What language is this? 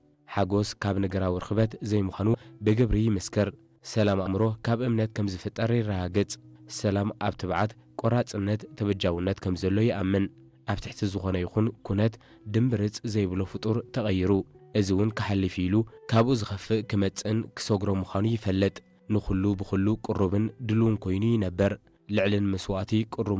Tigrinya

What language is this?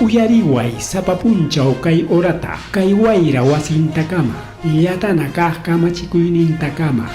Ayacucho Quechua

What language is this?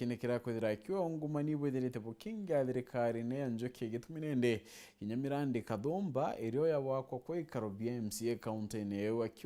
Meru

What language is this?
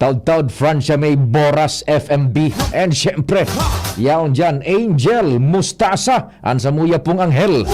Bikol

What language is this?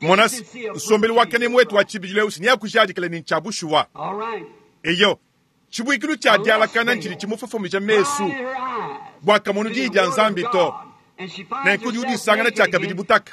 Luba-Lulua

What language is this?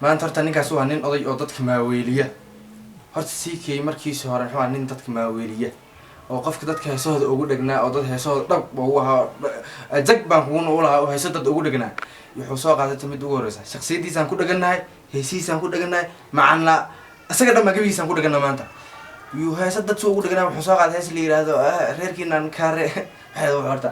Somali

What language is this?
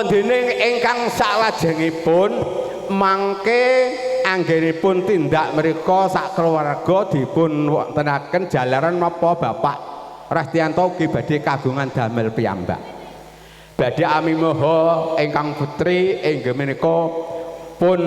Javanese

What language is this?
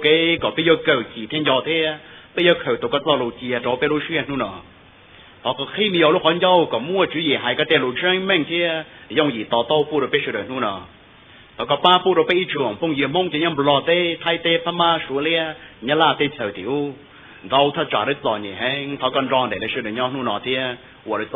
Hmong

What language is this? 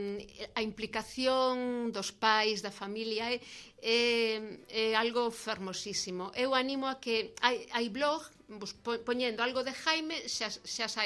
Galician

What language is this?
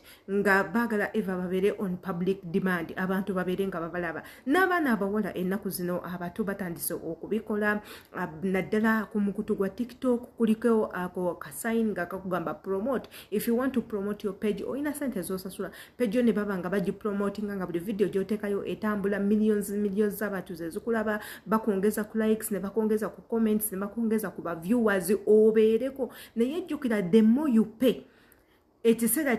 Ganda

